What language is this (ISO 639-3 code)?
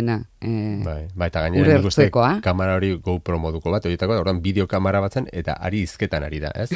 eus